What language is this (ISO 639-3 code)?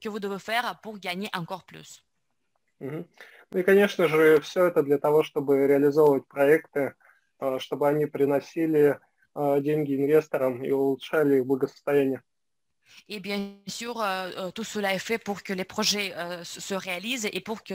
fra